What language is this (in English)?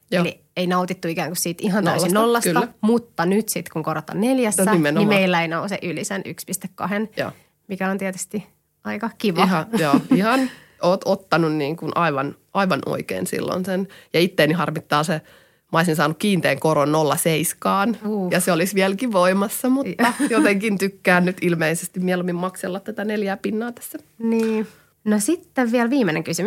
Finnish